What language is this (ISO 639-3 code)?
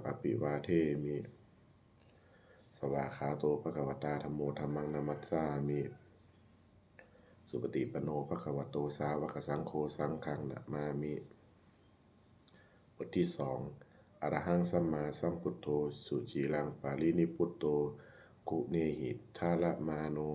pli